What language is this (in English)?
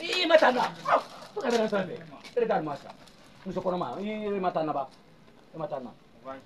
Bambara